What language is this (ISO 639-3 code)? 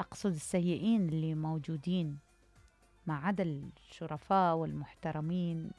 acm